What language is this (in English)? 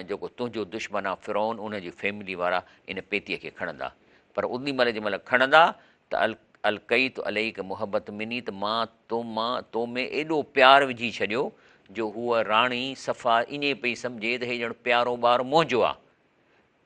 Sindhi